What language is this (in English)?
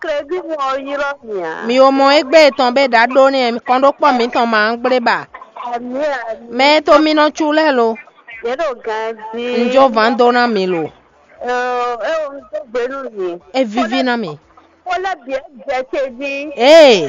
Fon